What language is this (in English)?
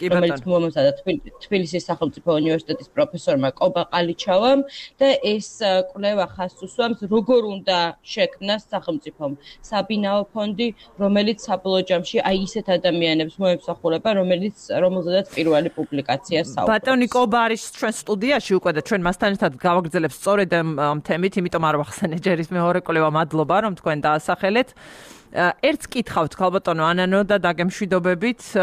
Georgian